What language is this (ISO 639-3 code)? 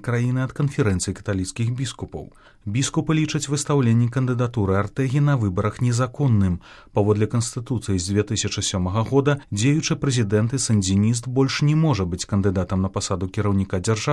bel